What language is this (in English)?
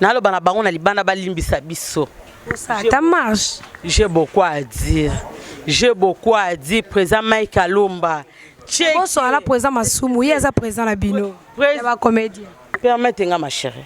Lingala